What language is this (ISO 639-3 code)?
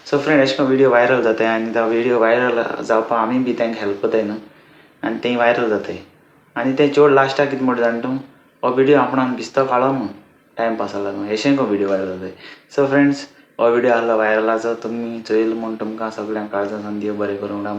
kok